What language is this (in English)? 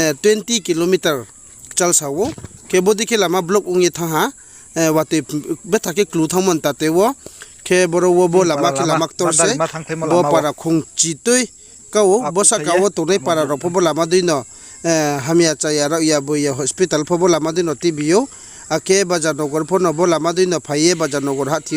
Riang (India)